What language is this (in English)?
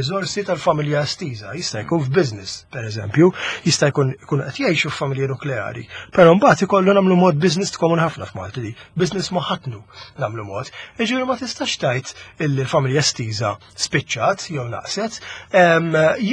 Maltese